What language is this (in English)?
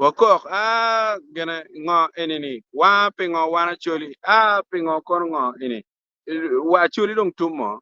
Acoli